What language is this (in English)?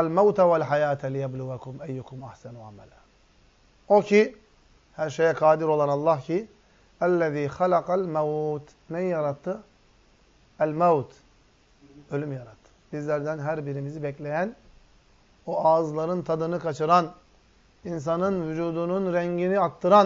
Turkish